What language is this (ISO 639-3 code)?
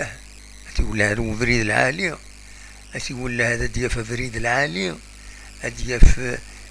kab